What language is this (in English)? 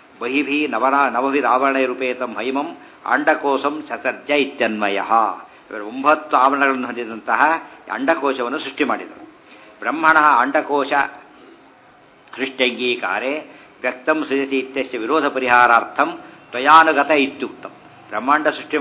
Kannada